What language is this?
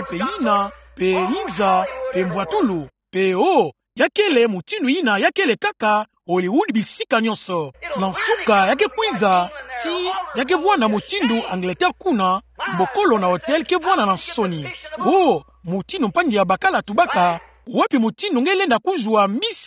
Kituba (Democratic Republic of Congo)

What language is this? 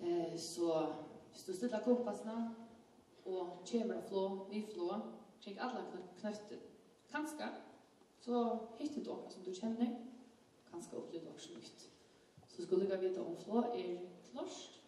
Faroese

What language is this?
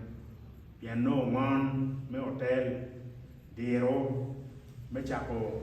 Acoli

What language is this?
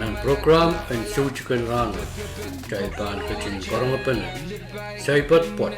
Pohnpeian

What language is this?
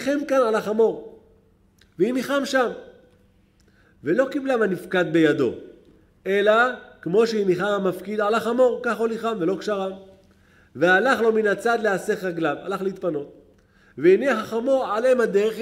Hebrew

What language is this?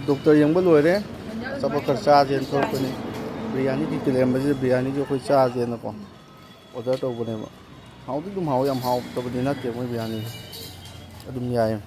Manipuri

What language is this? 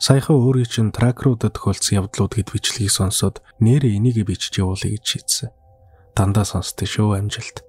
Mongolian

